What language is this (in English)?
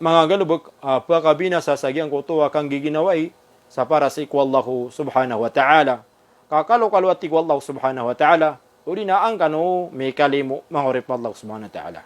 Maranao